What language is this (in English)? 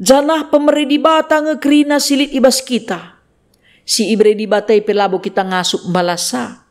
Batak Karo